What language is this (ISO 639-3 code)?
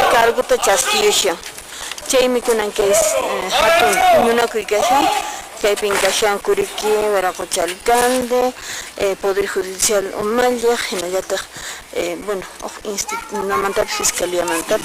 que